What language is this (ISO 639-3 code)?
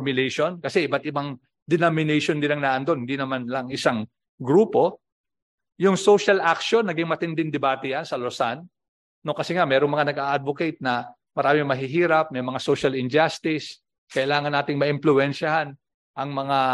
fil